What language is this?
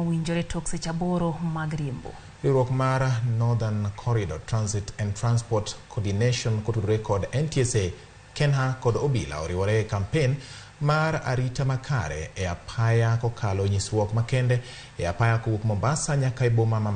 Luo (Kenya and Tanzania)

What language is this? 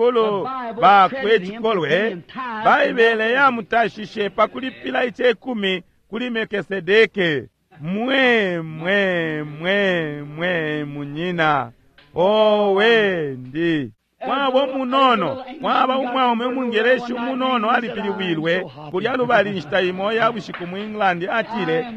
Bemba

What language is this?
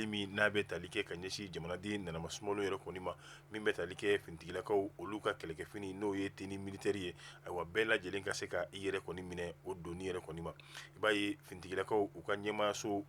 Bambara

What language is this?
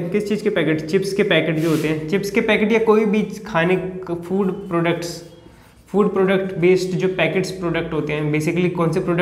Hindi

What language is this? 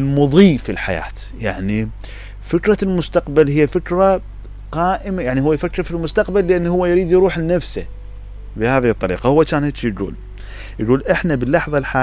Mesopotamian Arabic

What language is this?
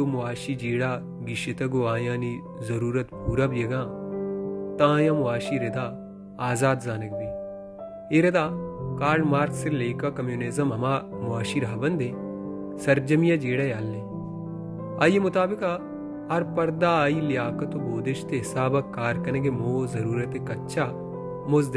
Baluchi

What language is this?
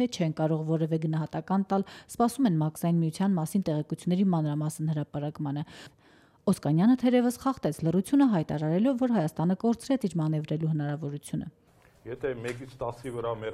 Armenian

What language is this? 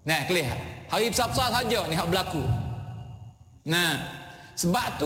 Malay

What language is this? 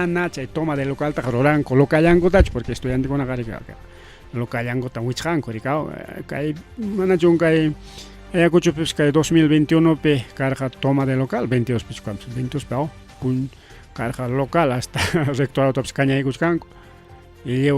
Ayacucho Quechua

